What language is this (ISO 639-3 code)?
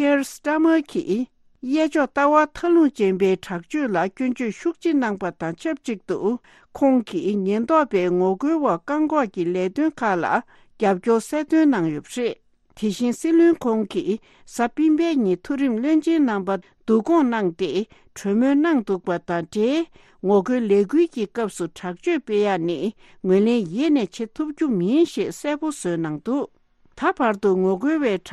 bod